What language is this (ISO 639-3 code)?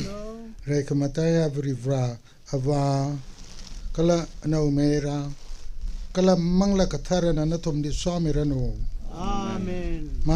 nmf